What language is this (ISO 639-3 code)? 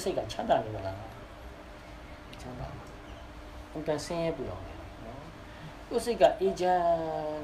mya